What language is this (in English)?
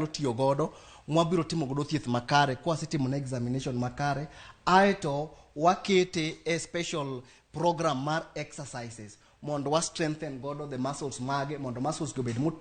Luo (Kenya and Tanzania)